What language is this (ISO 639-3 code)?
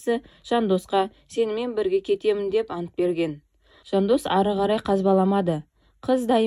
kaz